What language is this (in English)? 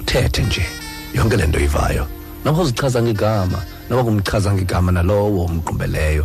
Xhosa